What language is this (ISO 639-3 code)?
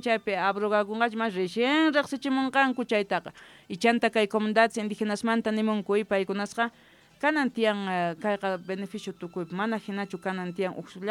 que